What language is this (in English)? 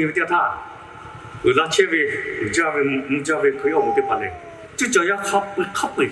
Lahu